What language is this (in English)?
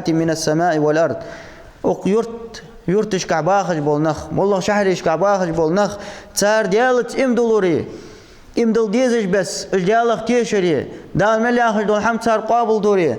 Ingush